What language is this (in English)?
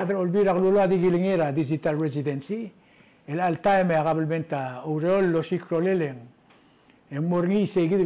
Palauan